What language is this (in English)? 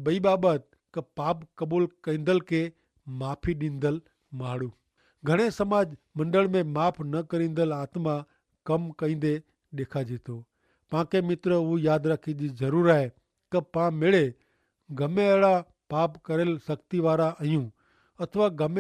Kachhi